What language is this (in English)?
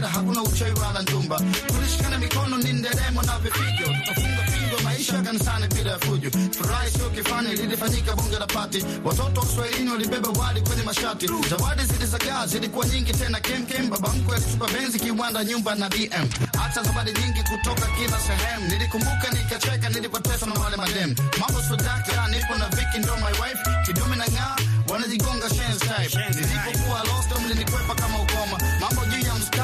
Swahili